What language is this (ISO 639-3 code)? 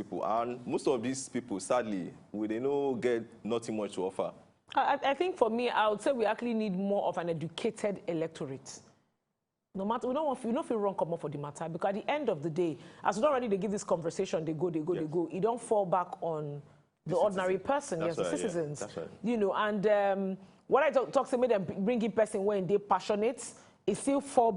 pcm